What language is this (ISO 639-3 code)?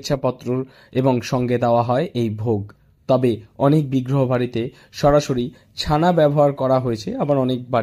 ben